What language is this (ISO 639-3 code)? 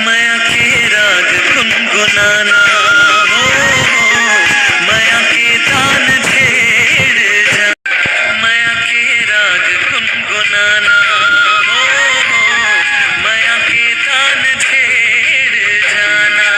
hne